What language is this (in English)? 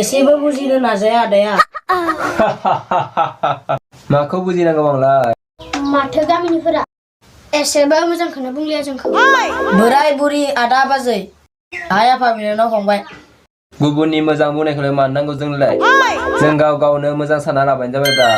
Bodo